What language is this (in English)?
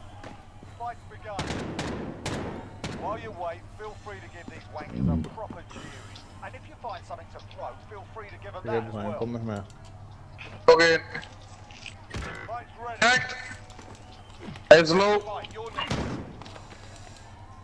Dutch